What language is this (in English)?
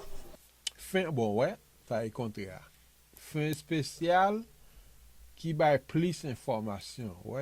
Haitian Creole